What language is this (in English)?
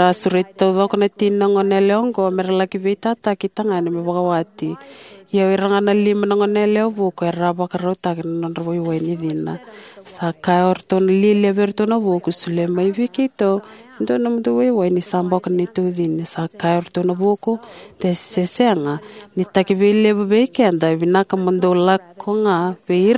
Fijian